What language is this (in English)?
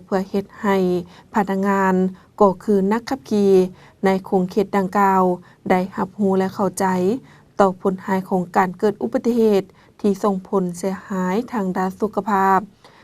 Lao